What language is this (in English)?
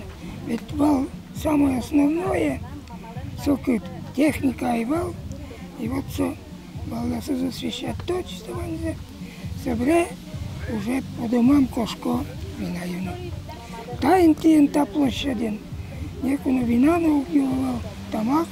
Udmurt